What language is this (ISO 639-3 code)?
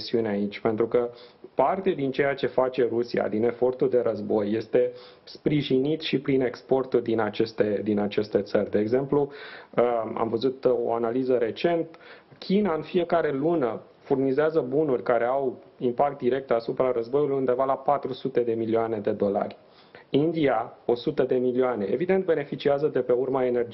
ron